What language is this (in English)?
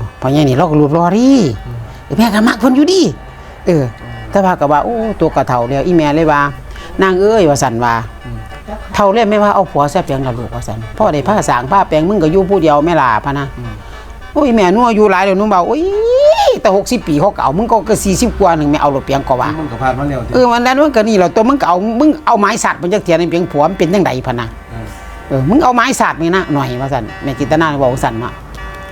Northeastern Thai